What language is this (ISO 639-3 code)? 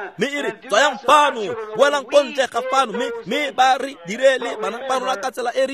tsn